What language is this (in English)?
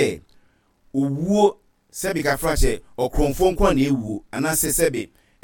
Akan